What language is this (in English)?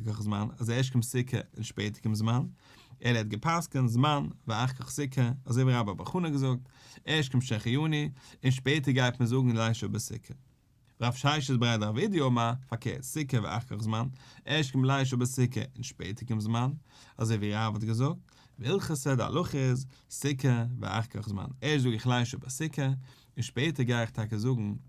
Yiddish